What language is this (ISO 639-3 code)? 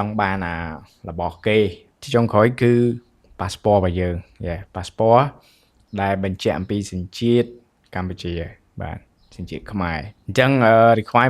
khm